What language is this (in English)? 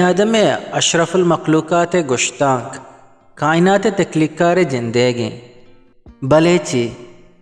Eastern Balochi